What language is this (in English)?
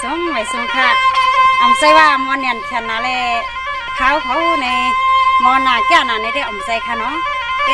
Shan